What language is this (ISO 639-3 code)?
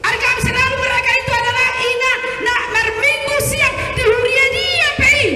bbc